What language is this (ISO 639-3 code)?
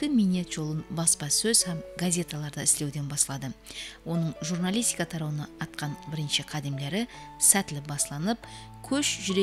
kaa